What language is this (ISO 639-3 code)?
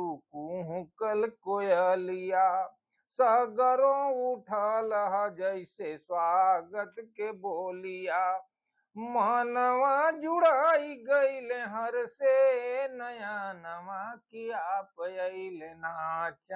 bho